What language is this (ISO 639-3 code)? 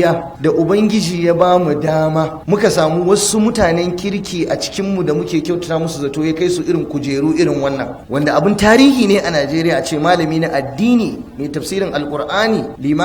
hau